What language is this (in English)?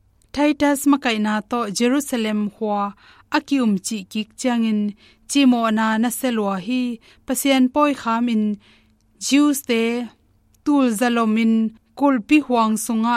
Tedim Chin